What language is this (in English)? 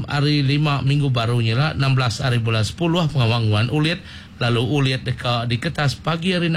Iban